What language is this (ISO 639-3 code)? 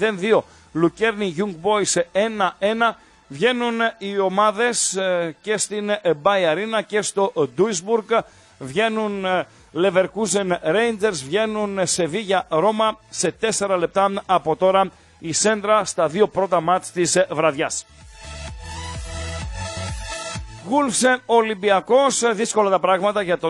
ell